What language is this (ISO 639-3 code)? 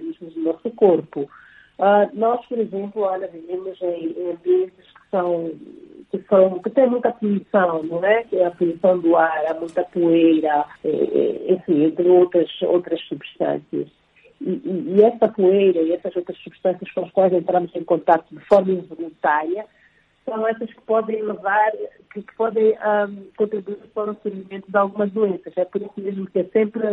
por